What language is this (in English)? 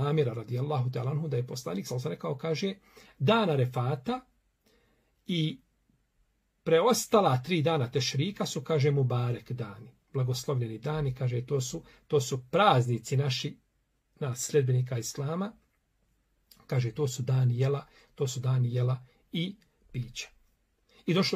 Bosnian